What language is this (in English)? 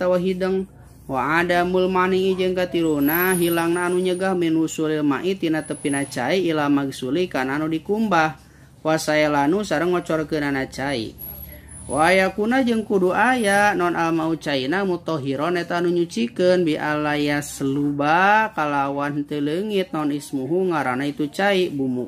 Sundanese